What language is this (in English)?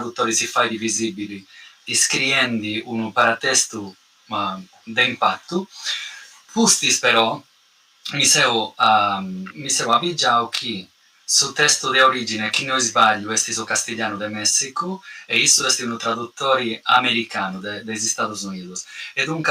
Sardinian